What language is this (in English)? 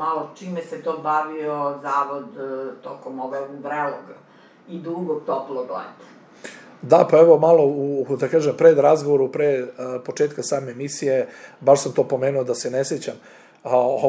Serbian